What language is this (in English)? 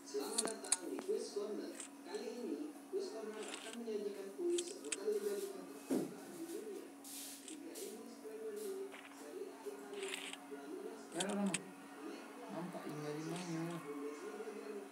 Minangkabau